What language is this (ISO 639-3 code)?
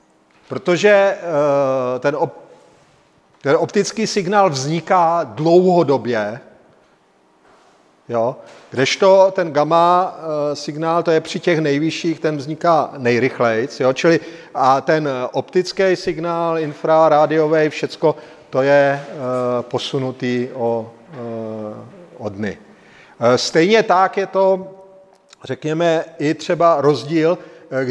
ces